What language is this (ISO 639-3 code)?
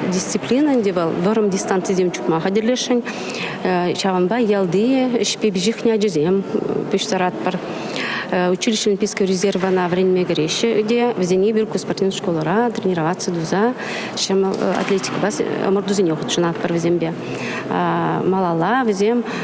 chv